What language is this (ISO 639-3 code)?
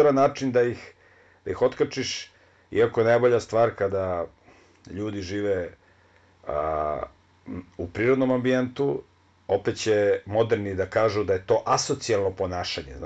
srp